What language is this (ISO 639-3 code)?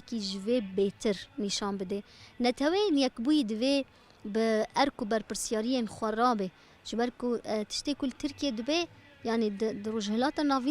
kur